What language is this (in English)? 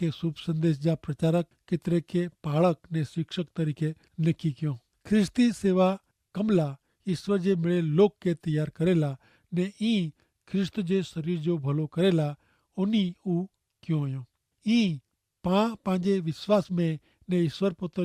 Kachhi